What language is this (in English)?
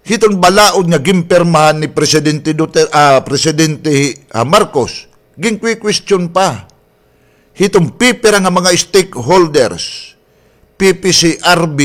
Waray